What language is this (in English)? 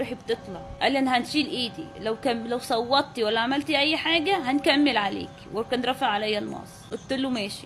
Egyptian Arabic